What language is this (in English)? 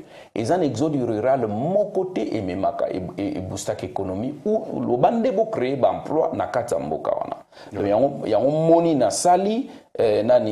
Lingala